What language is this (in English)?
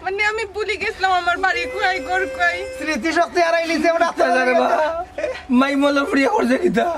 Sylheti